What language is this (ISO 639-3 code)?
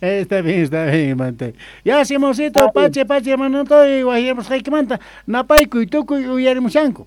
que